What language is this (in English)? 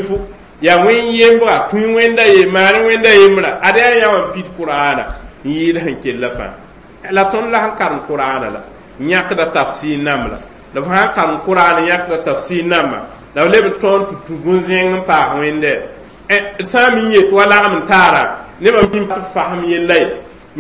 Mossi